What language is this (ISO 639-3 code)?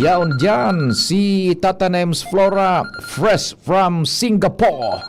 bik